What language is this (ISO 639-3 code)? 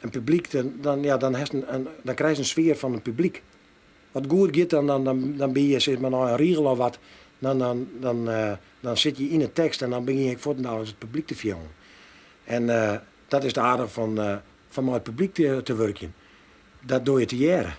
fry